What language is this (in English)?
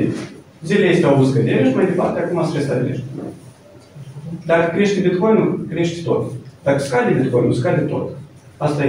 Romanian